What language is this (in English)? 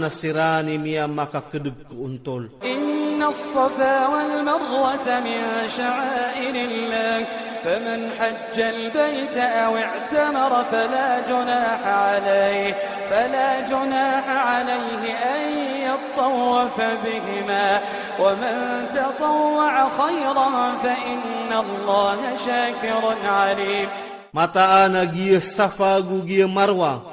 Iranun (Philippines)